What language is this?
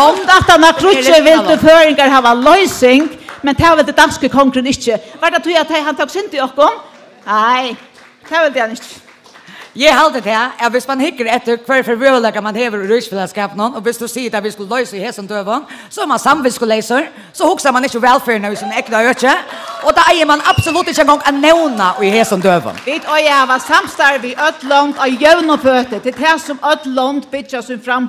Faroese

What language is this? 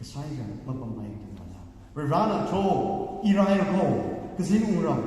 Tangkhul Naga (India)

